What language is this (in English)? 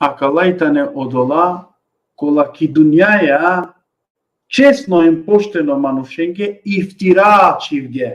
Balkan Romani